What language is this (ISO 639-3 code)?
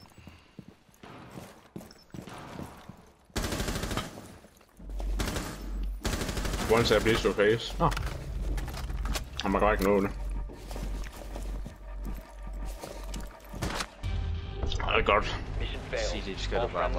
dan